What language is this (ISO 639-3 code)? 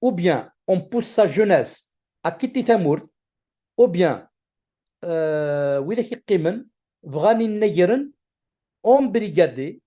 kab